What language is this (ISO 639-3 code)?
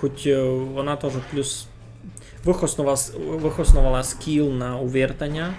rue